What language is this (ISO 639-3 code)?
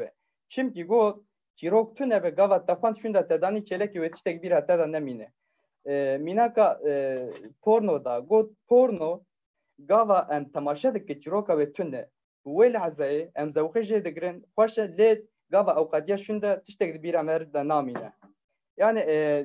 kur